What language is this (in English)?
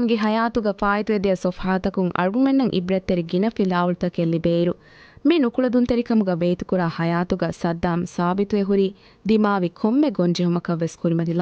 Divehi